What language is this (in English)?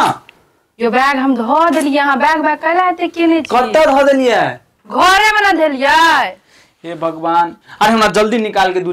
Maithili